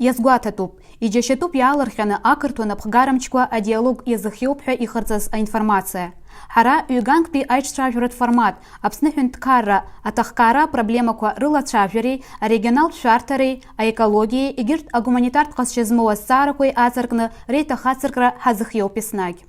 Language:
Abkhazian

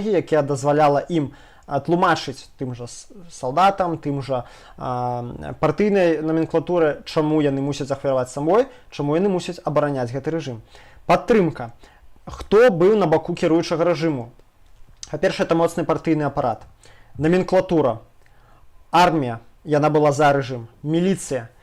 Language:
Belarusian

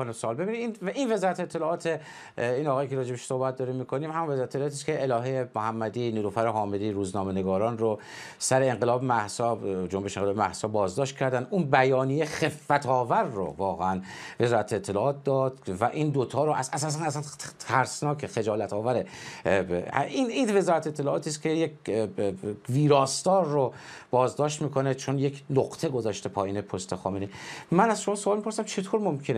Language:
Persian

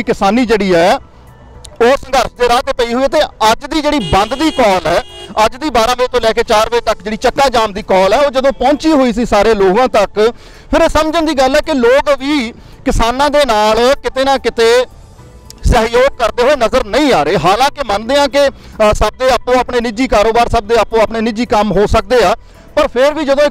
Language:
Punjabi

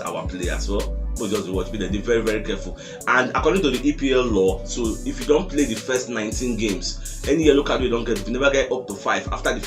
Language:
Nigerian Pidgin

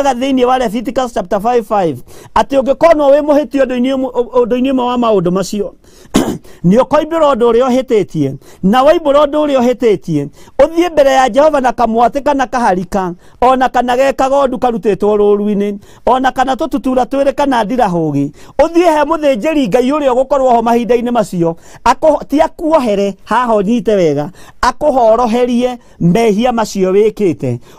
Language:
Kikuyu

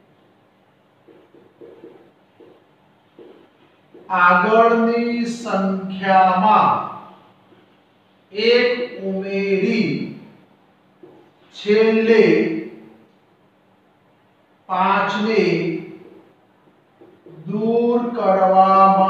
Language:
Gujarati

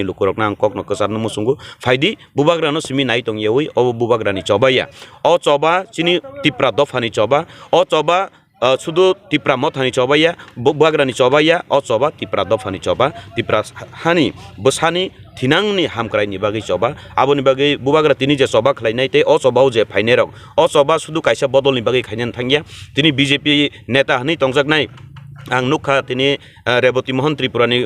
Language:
Kok Borok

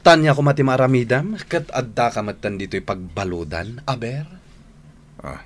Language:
Iloko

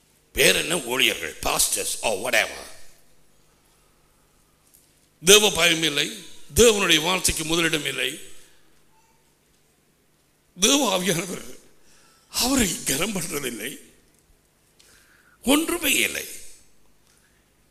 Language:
Tamil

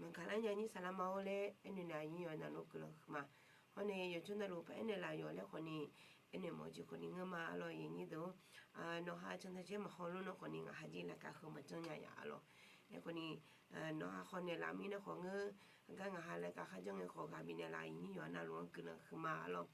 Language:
Akha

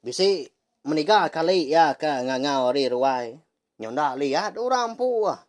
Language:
Iban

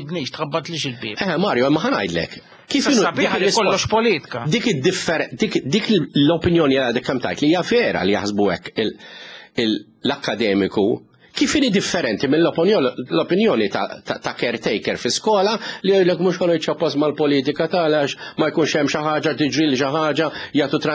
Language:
Maltese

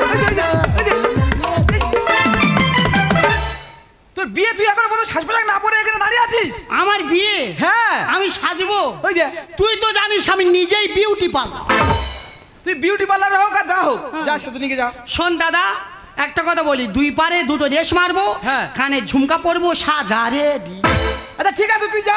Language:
Bangla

